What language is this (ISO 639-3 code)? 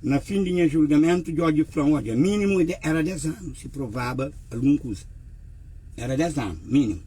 kea